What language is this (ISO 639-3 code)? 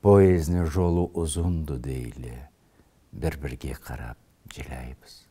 krc